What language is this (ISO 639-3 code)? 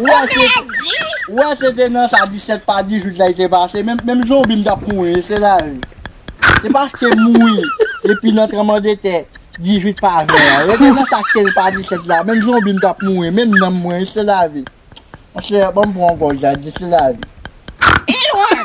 hat